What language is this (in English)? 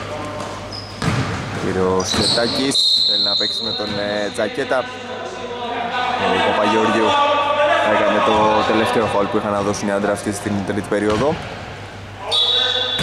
Greek